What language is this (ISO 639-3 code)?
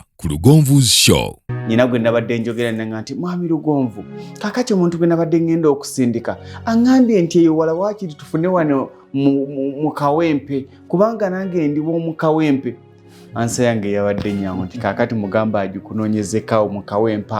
lug